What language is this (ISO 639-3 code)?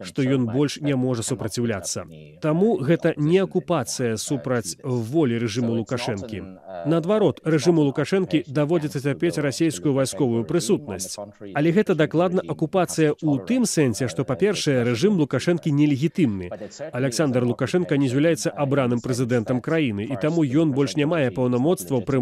bel